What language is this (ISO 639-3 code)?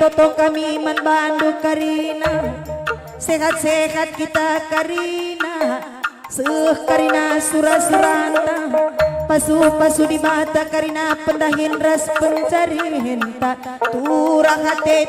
btx